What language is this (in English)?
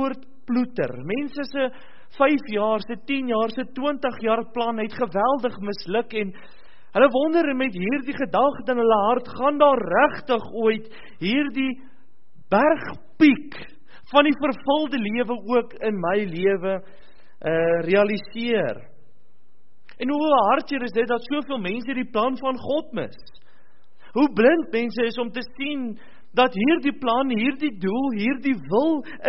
Afrikaans